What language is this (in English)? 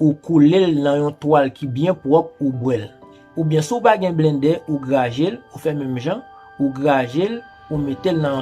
Haitian Creole